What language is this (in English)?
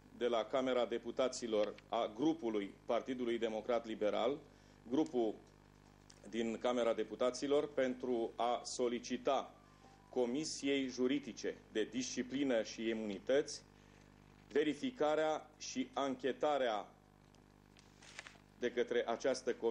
Romanian